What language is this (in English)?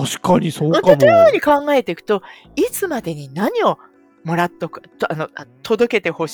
Japanese